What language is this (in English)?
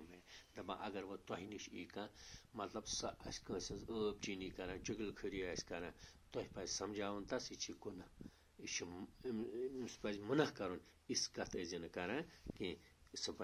Kashmiri